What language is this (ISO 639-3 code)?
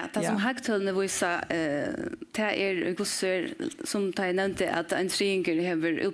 fao